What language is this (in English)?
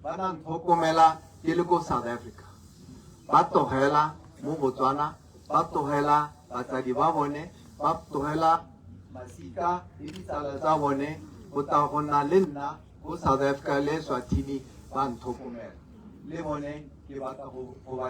Tswana